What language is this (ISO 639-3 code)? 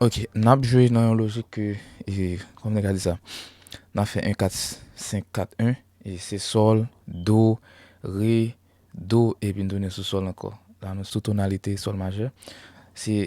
hat